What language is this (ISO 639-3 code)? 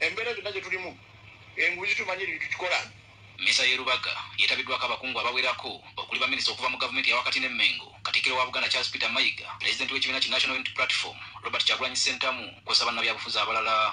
lug